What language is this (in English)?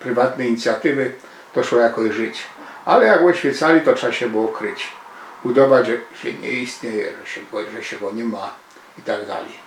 Silesian